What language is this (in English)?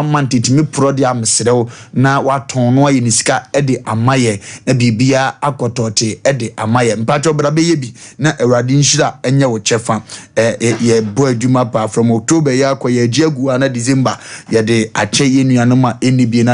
Akan